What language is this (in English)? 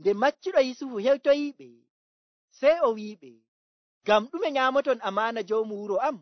Nigerian Fulfulde